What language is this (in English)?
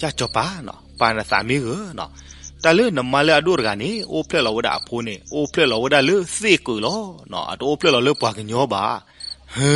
S'gaw Karen